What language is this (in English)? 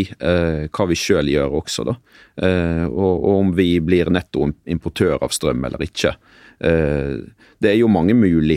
Norwegian